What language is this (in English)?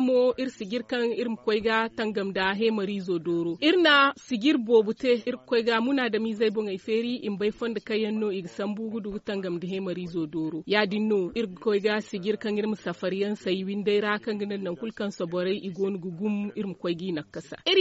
Zarma